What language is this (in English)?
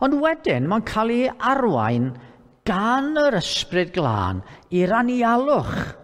Welsh